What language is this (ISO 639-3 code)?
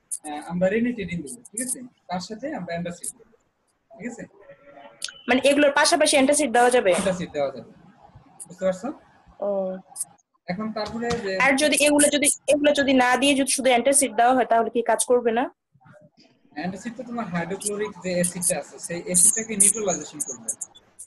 ben